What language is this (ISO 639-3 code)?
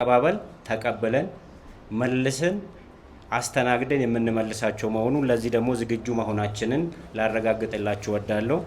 amh